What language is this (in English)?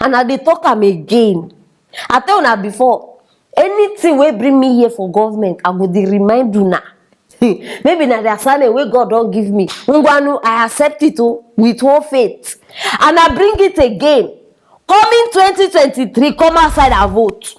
Nigerian Pidgin